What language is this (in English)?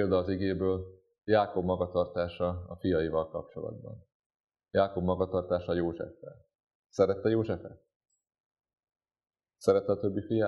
Hungarian